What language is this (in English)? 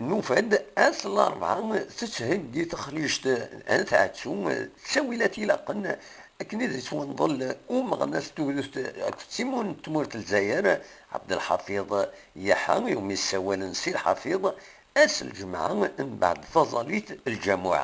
Kabyle